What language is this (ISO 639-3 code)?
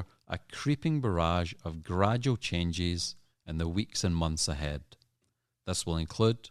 eng